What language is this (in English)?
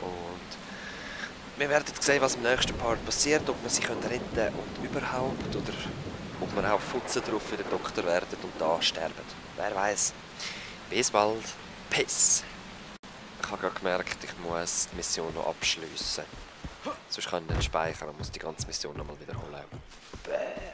Swiss German